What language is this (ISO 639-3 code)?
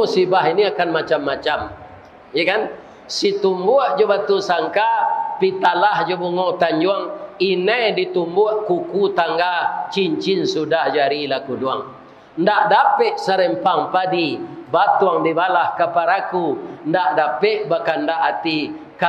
min